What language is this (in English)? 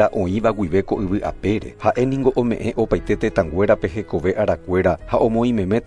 Guarani